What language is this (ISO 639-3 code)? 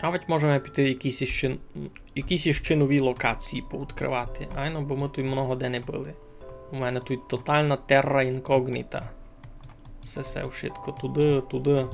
rue